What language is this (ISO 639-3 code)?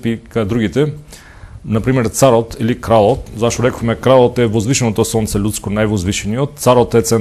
mkd